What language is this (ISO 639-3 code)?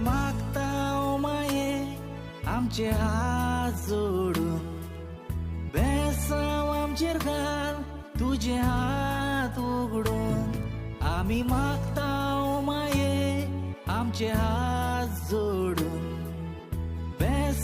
kok